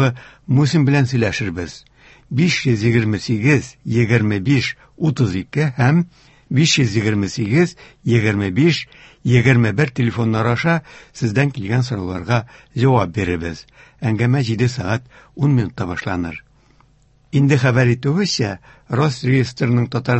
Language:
Tatar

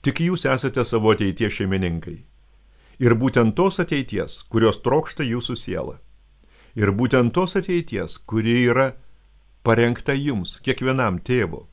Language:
Lithuanian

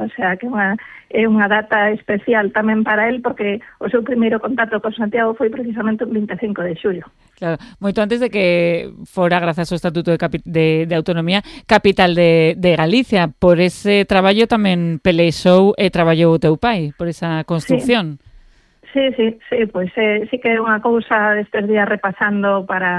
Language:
Galician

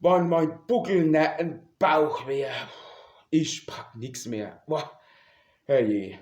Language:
Palatine German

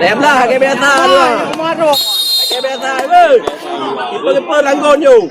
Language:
Achinese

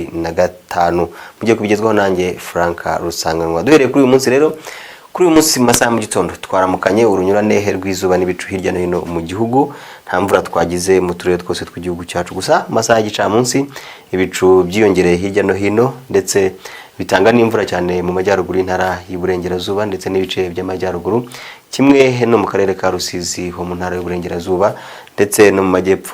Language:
Kinyarwanda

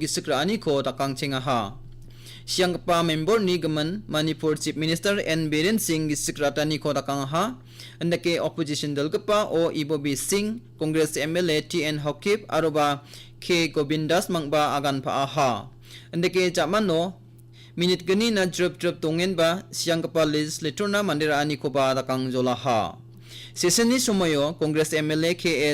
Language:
Garo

